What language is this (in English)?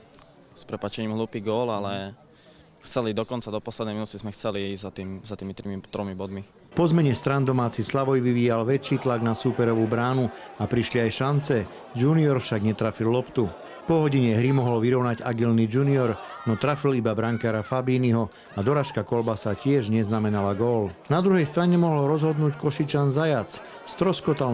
Slovak